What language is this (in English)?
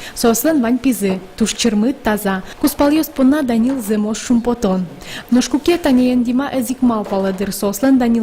Udmurt